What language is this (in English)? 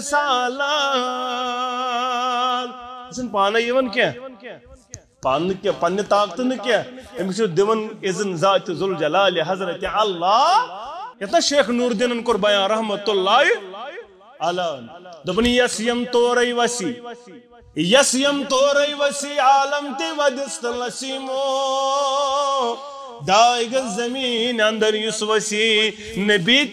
Kashmiri